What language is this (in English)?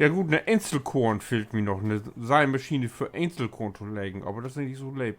Low German